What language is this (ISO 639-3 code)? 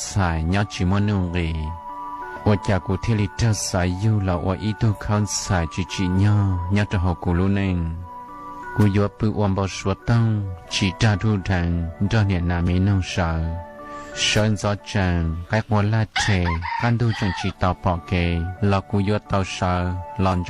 hmn